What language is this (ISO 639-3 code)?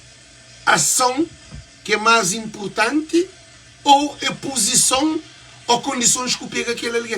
kea